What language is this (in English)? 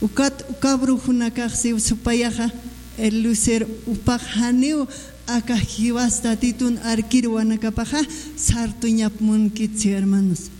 Aymara